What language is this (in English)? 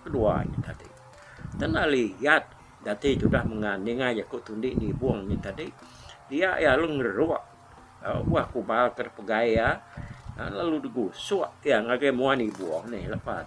Iban